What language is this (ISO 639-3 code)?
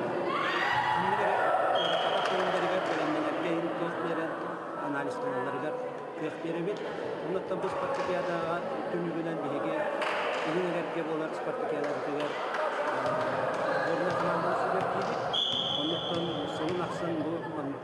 sah